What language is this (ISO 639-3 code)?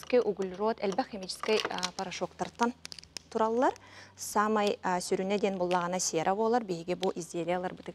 sah